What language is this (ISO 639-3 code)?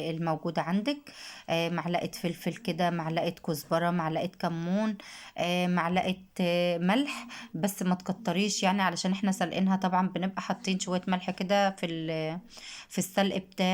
arz